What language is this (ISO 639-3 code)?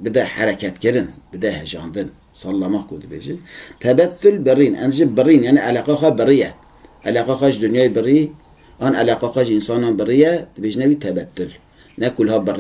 kur